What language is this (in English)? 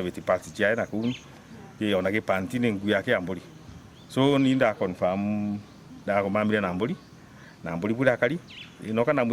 Meru